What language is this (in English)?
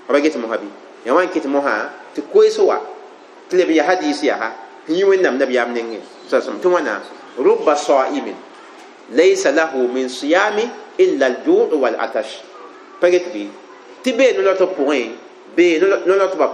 Mossi